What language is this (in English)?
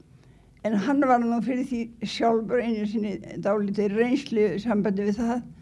Icelandic